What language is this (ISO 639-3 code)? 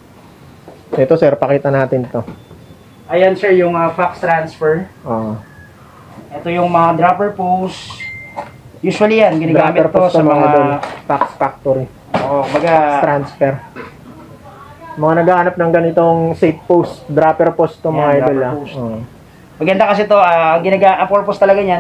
fil